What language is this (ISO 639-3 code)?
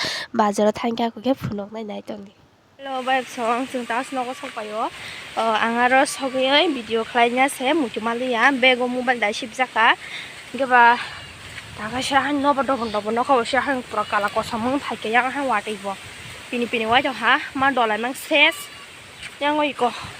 trp